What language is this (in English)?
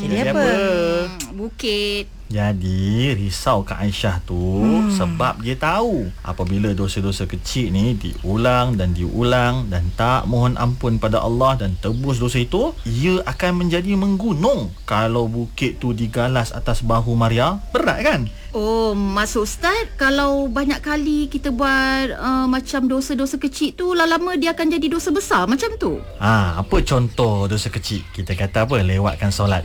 Malay